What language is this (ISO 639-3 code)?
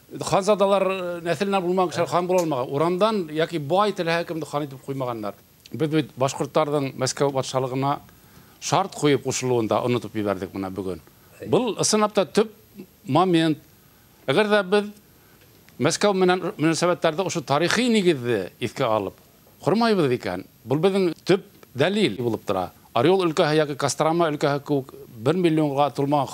bak